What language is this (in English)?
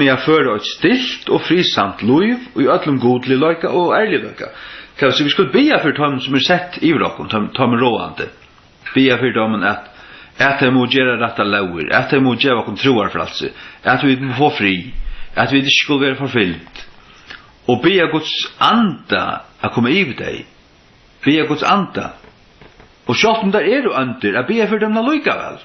Faroese